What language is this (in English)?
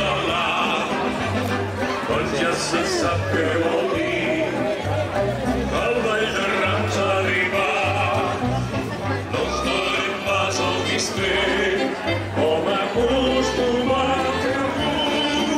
Catalan